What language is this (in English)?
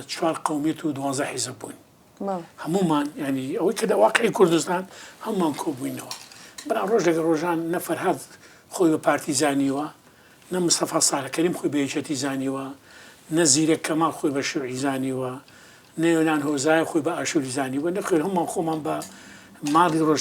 Central Kurdish